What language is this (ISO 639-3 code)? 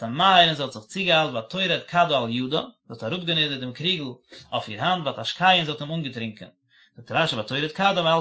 yid